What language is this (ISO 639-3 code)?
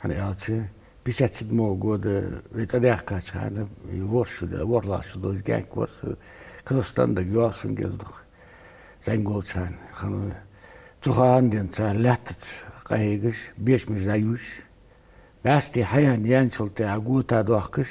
inh